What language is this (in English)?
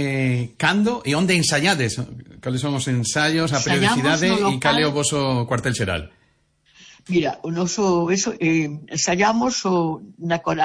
Galician